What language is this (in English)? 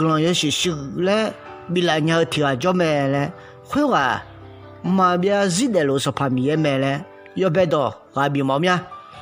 Akha